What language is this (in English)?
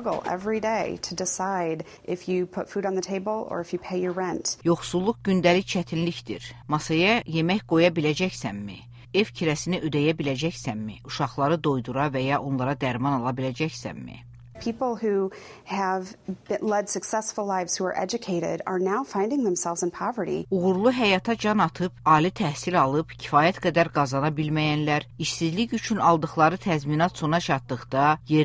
Azerbaijani